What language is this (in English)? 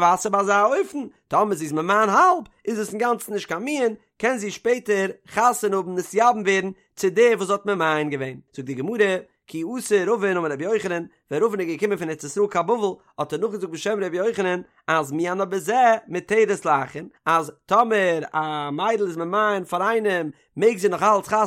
Yiddish